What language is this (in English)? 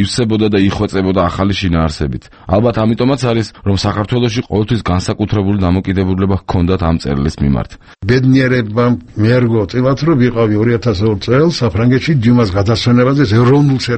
Georgian